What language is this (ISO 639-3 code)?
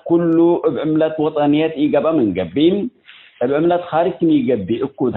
tig